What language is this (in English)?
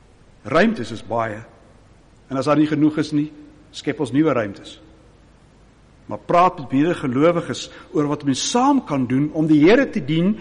Afrikaans